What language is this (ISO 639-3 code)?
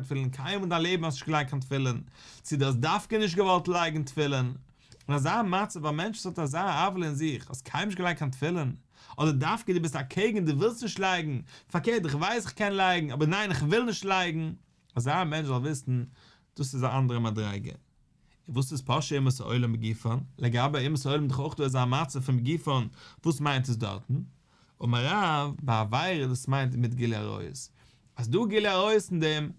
yid